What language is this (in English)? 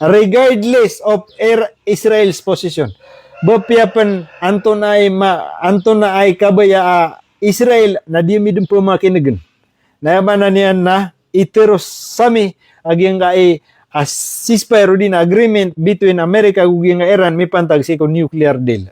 Maranao